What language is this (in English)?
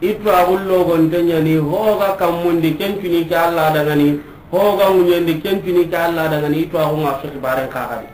Soninke